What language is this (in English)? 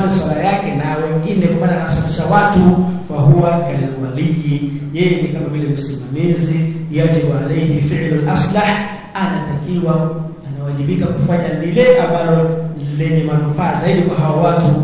Swahili